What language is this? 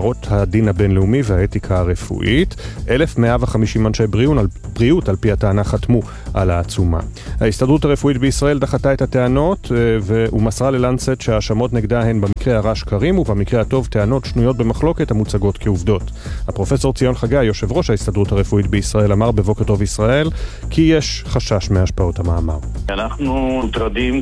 Hebrew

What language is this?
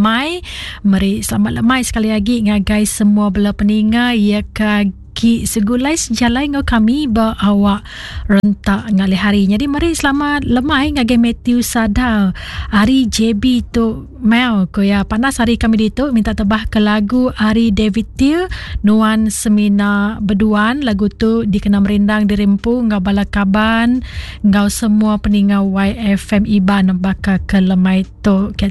Iban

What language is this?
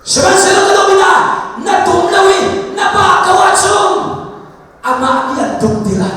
Hakha Chin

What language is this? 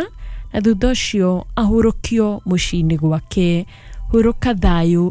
Kikuyu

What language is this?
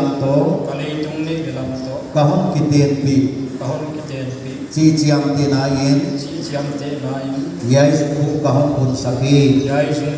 Paite Chin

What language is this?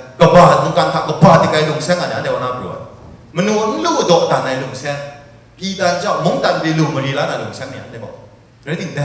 Kachin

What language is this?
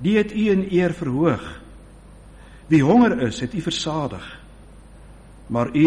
Afrikaans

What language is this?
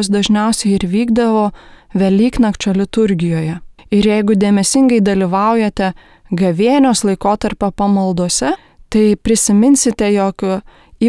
Lithuanian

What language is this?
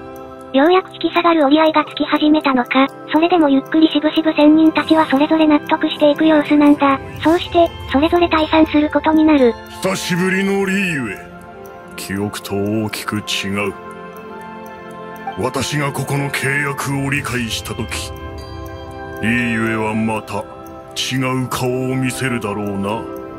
Japanese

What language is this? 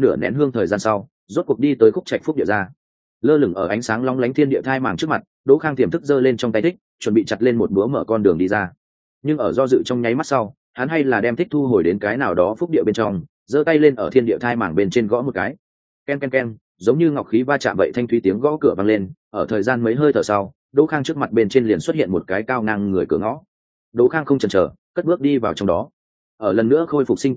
Vietnamese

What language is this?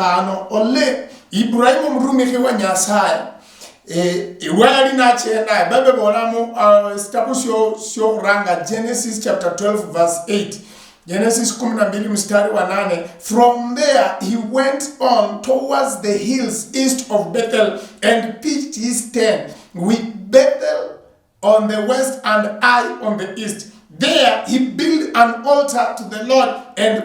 Luyia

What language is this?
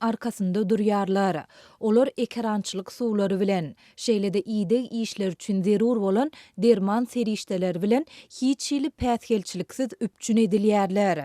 Turkmen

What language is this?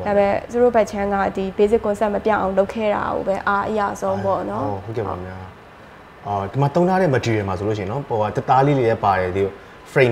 Burmese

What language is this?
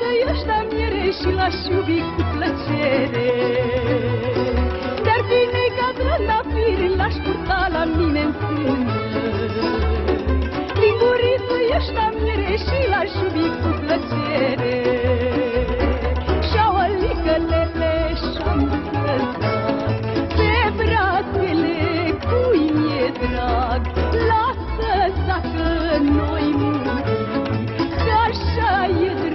Romanian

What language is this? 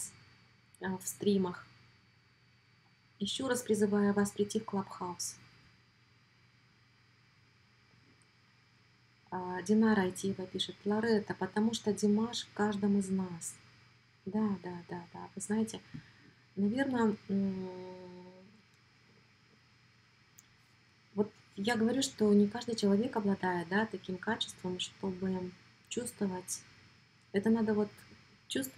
Russian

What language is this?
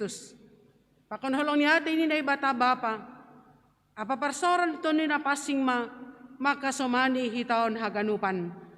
Batak Simalungun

